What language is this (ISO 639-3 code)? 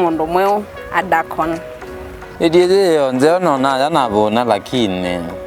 kam